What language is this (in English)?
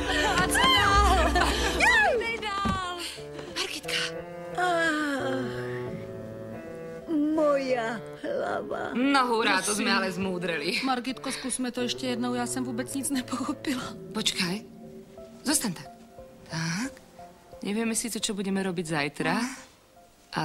Slovak